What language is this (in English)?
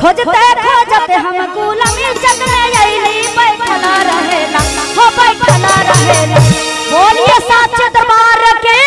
Magahi